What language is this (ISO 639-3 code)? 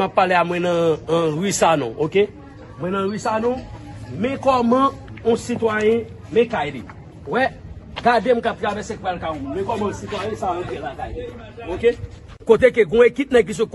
hat